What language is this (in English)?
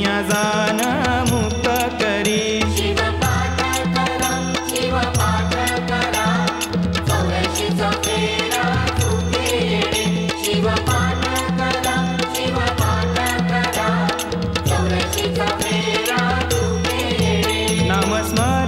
Marathi